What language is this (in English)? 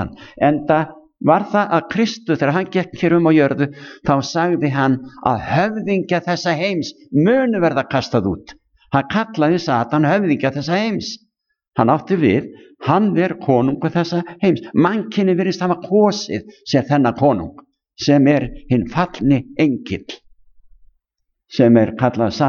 Icelandic